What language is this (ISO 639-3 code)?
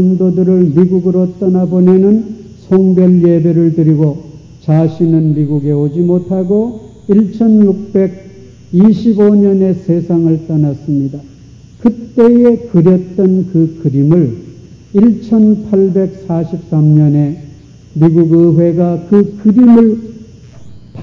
kor